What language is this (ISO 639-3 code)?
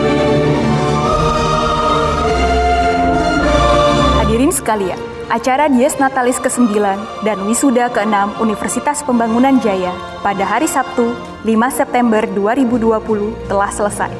ind